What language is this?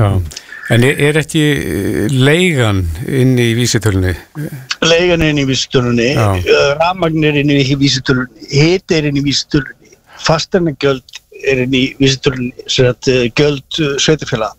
Icelandic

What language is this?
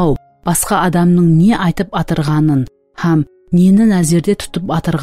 Kara-Kalpak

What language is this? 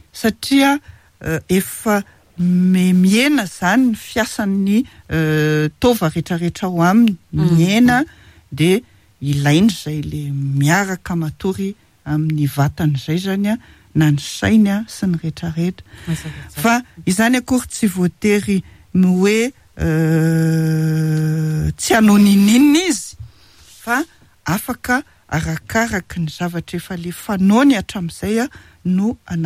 Malagasy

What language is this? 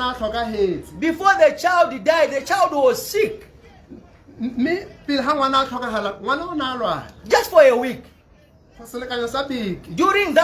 Tswana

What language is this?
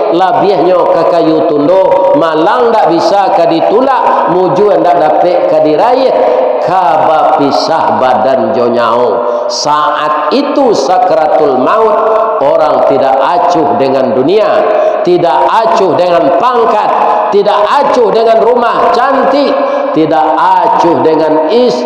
Minangkabau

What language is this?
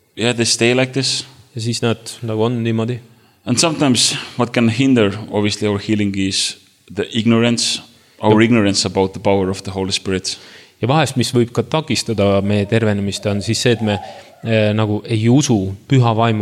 Estonian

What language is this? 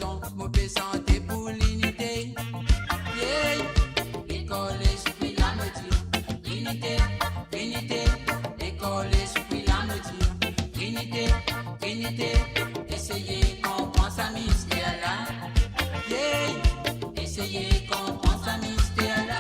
Morisyen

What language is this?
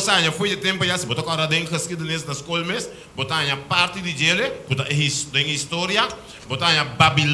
Papiamento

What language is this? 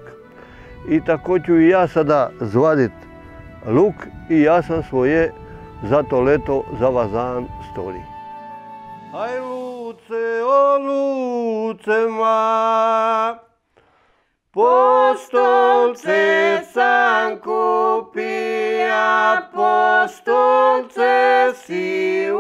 Croatian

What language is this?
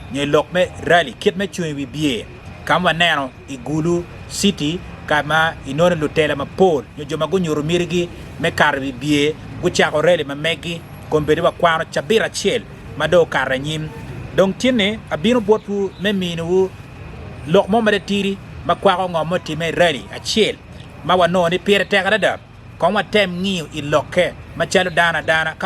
Acoli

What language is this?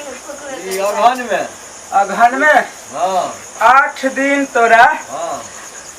Maithili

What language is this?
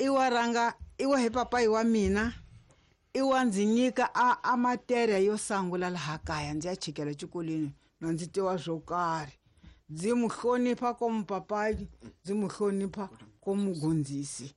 Tsonga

